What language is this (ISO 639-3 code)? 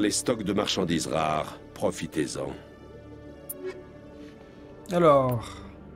fra